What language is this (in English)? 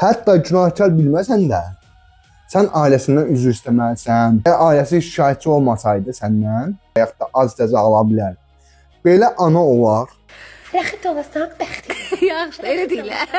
Azerbaijani